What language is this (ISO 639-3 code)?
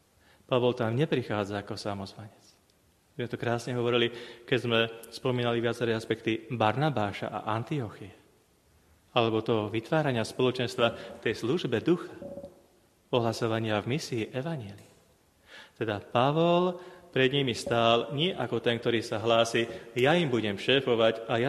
slk